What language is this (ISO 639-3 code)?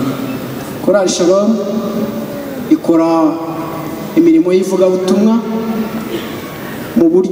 kin